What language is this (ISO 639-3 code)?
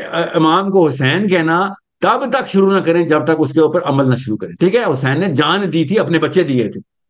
urd